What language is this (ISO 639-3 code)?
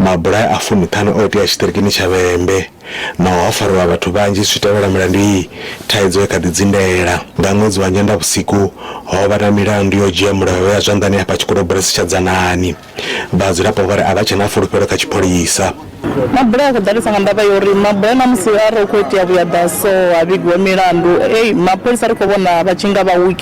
ven